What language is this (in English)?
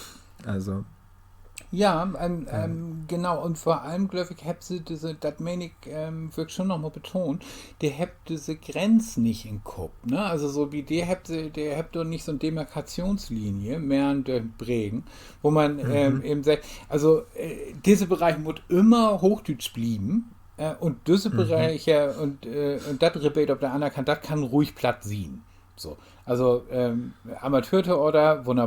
Low German